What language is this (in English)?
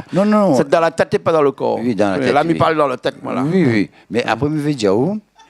Réunion Creole French